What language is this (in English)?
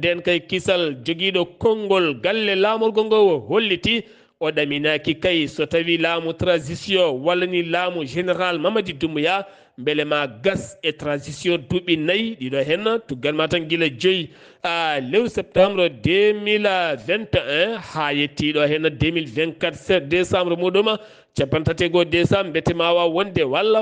Fula